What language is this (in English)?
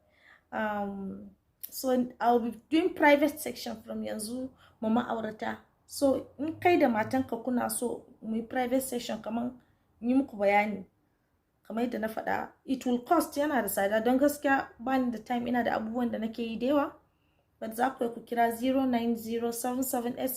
Hausa